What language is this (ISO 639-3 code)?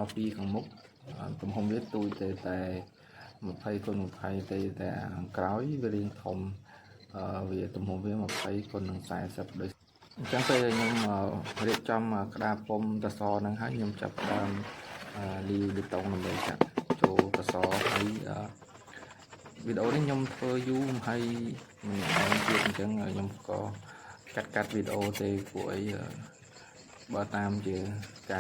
khm